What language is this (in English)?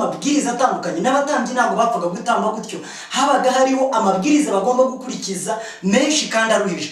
Kinyarwanda